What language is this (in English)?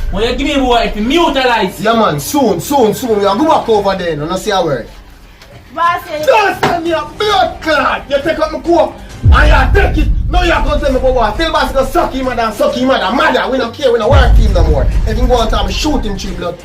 Jamaican Creole English